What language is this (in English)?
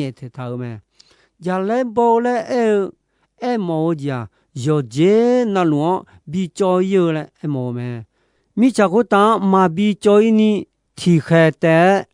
Akha